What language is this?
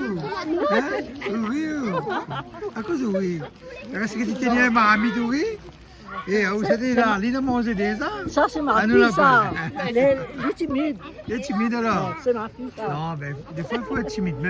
Réunion Creole French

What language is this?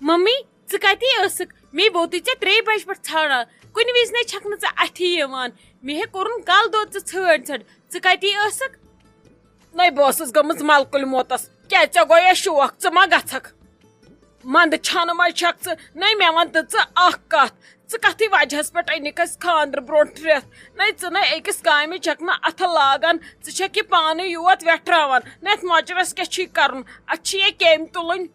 Kashmiri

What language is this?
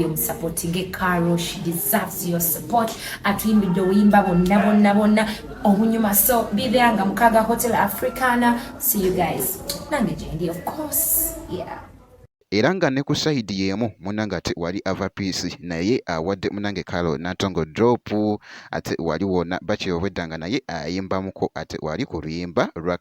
Ganda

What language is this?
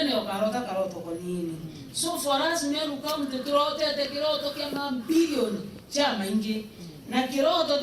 Meru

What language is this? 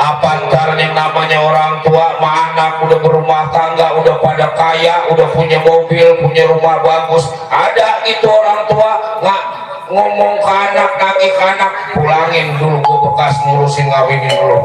Betawi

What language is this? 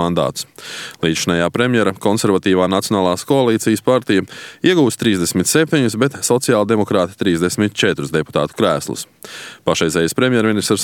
Latvian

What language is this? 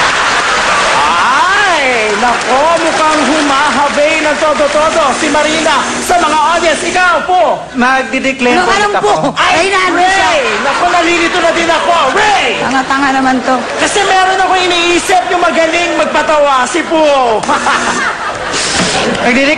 Filipino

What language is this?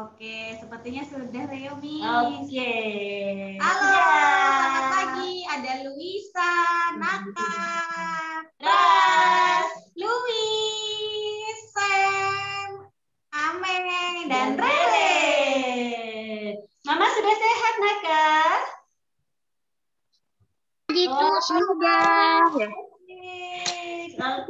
Indonesian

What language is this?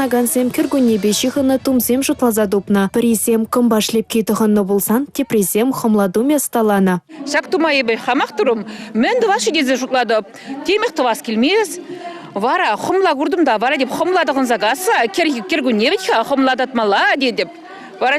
Chuvash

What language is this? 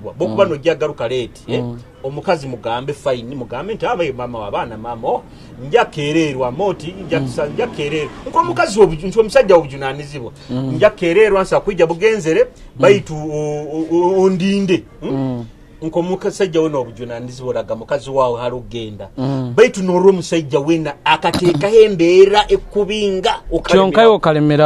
Nyoro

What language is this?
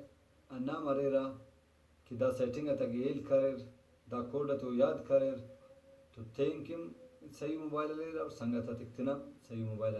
Brahui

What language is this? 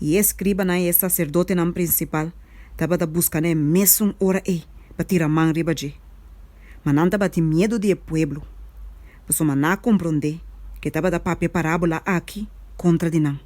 Papiamento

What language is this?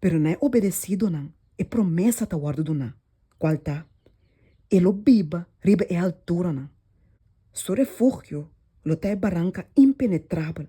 Papiamento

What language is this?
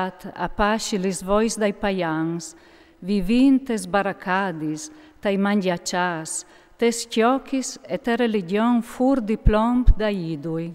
Friulian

